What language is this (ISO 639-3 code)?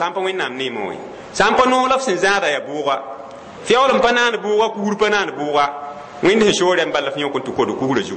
mos